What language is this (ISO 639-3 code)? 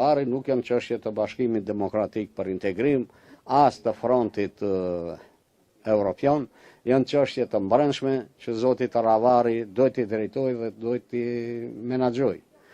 sqi